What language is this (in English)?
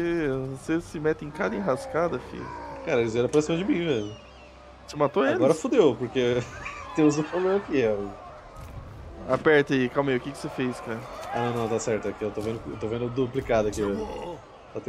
Portuguese